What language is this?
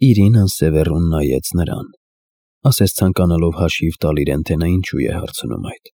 Armenian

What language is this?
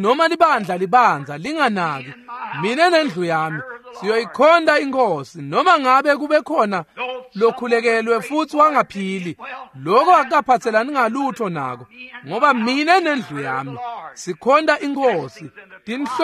Swati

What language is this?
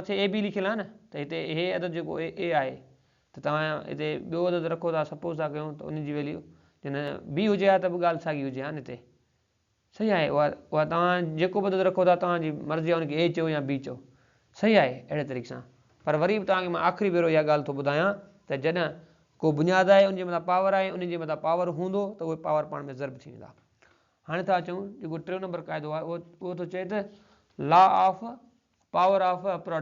Sindhi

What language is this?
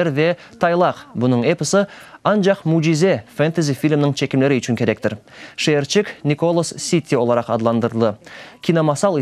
Crimean Tatar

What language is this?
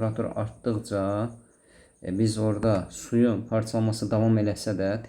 Azerbaijani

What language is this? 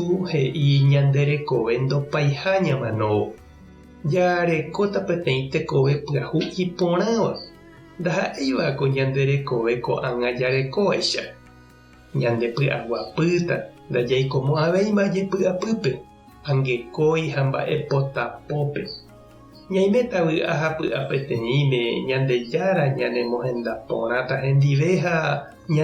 Guarani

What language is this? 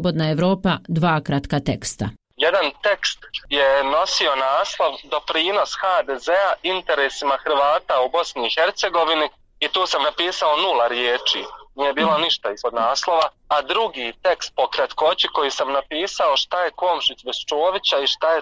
Bosnian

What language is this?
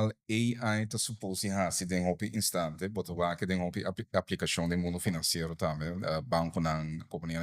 Papiamento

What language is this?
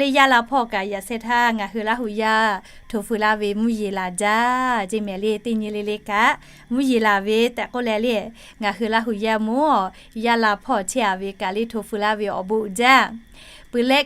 Lahu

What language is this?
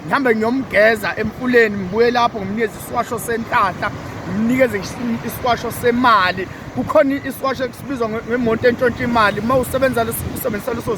Zulu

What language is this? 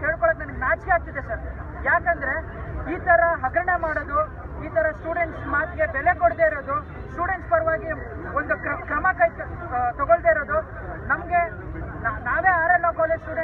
Kannada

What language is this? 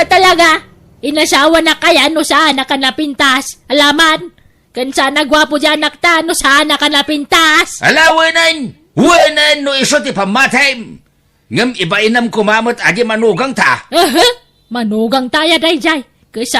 Iloko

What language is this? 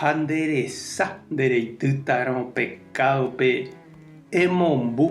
Guarani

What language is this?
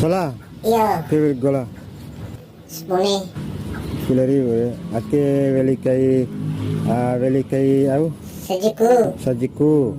Bima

